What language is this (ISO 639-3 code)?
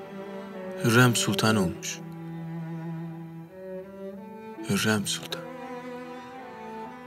tur